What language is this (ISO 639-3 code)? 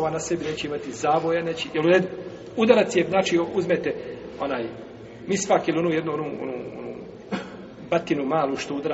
bos